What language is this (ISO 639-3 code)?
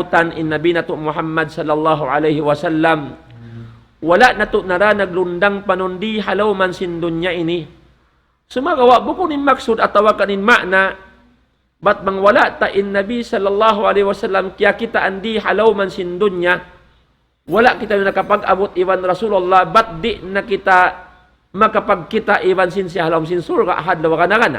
tsg